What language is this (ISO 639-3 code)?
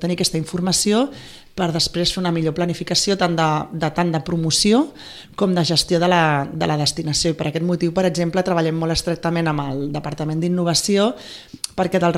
cat